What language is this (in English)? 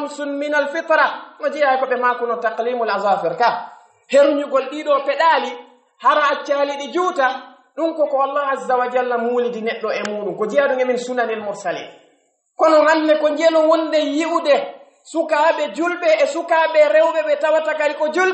Pular